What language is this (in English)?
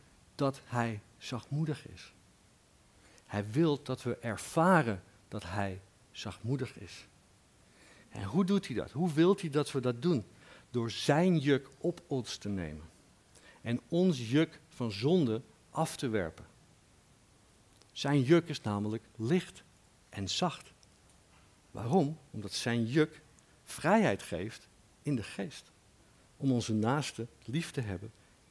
Dutch